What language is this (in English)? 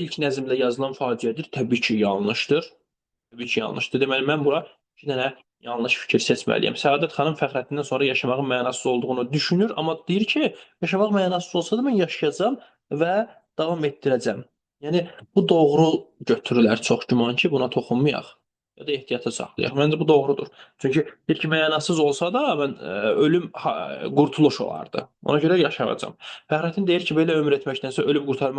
Azerbaijani